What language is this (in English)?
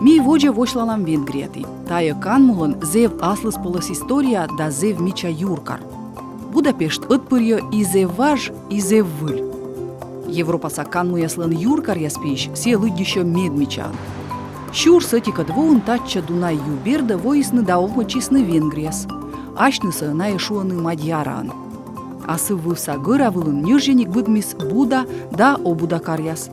Komi